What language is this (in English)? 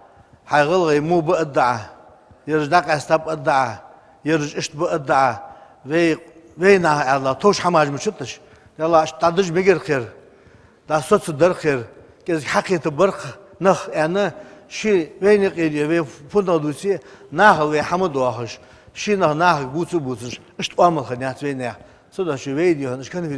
Ingush